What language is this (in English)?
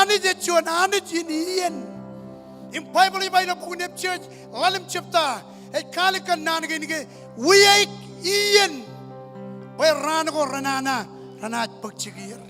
Marshallese